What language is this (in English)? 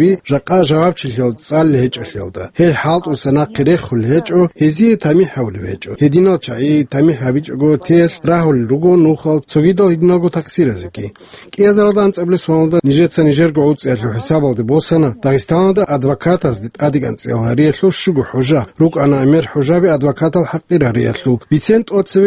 Avaric